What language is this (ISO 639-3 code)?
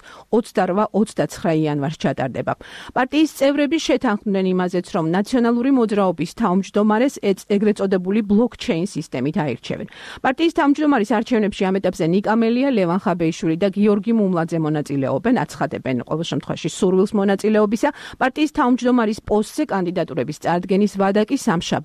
kat